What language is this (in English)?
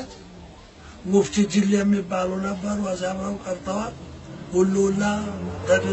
Amharic